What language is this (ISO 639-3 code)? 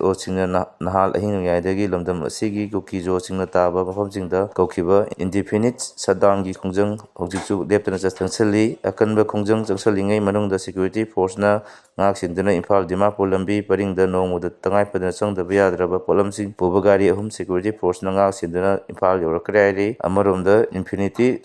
mni